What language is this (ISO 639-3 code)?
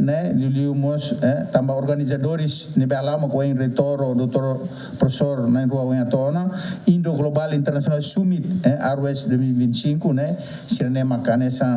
tet